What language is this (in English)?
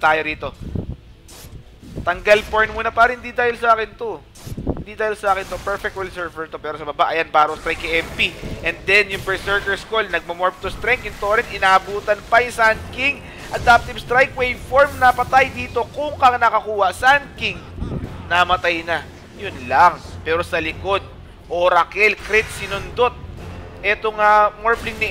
Filipino